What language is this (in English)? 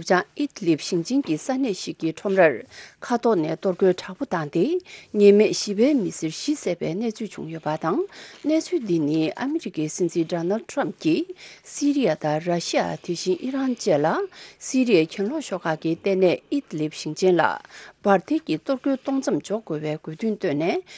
Tibetan